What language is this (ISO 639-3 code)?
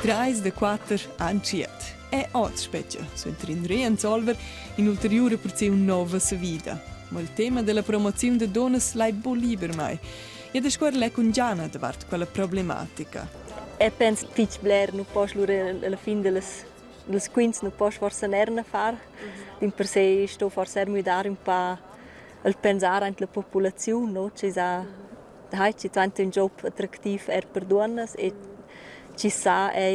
roh